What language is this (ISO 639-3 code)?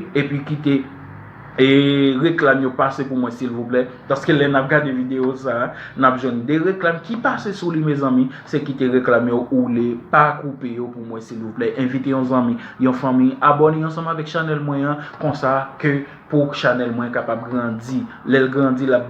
hat